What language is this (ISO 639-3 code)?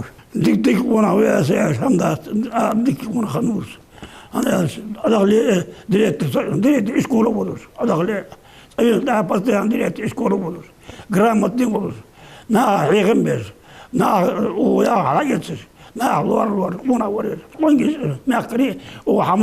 inh